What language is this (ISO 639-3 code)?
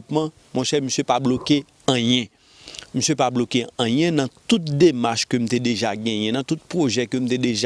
hat